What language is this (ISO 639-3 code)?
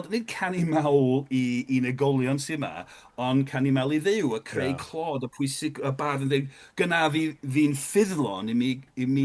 cym